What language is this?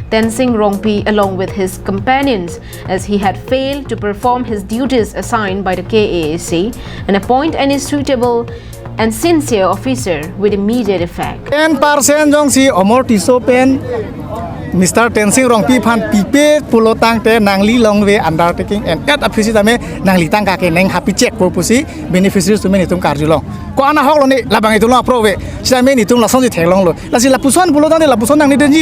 Karbi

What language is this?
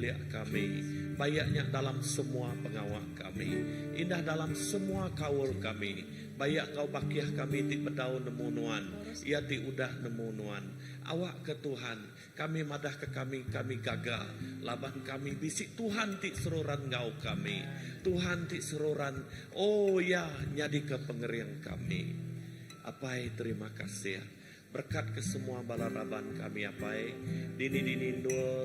Iban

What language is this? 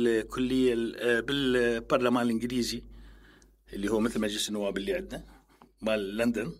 Mesopotamian Arabic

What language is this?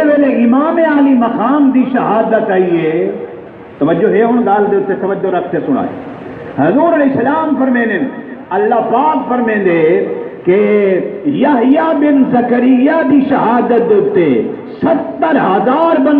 Saraiki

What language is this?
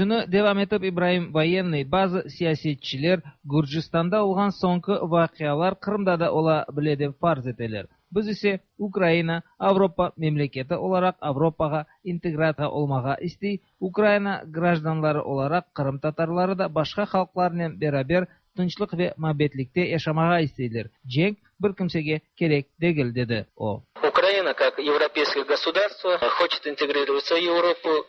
Tatar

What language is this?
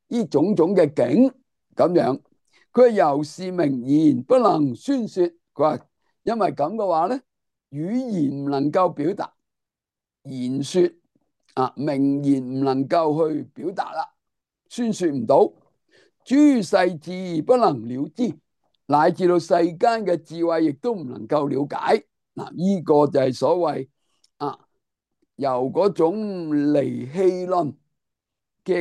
Cantonese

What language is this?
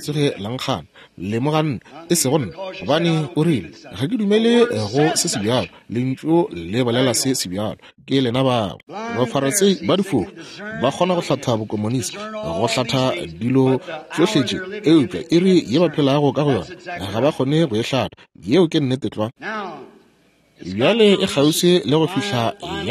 Northern Sotho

